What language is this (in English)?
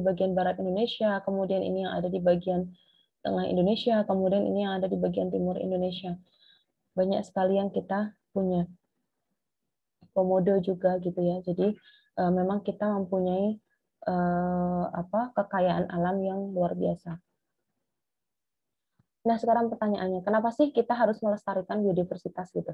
Indonesian